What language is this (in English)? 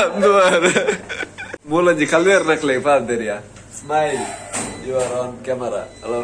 Tulu